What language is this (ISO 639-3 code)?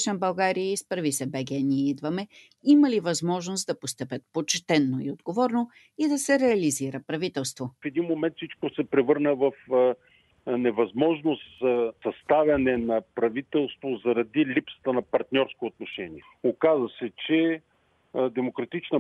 bul